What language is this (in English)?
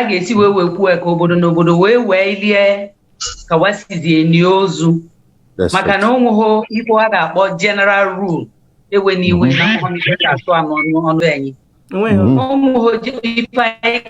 Igbo